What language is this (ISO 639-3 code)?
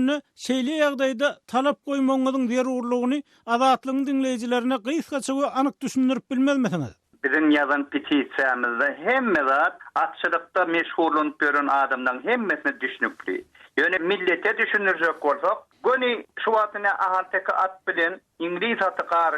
tuk